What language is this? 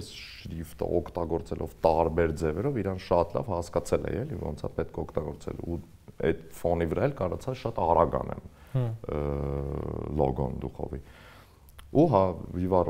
Armenian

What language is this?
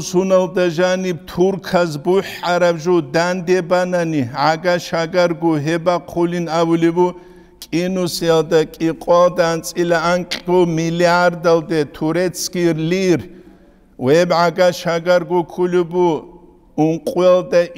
Avaric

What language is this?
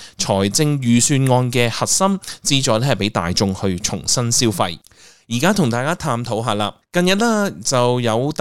Cantonese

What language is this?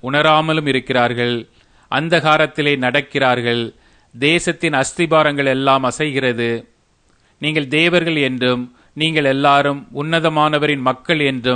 Tamil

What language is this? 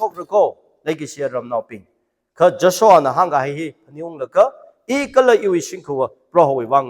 Tangkhul Naga (India)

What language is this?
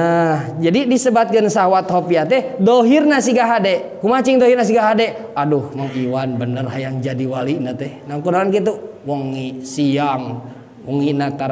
Sundanese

